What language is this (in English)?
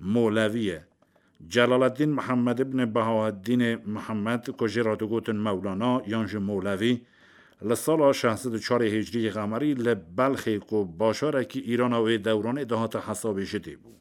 Kurdish